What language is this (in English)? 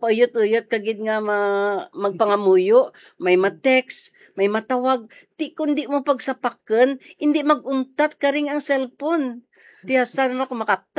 Hiligaynon